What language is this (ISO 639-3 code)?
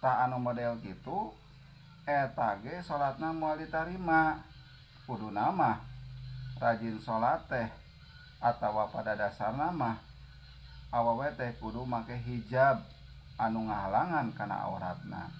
sun